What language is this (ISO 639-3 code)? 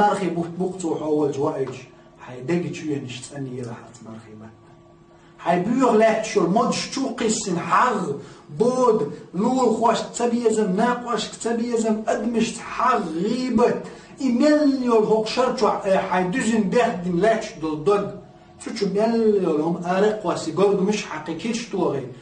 che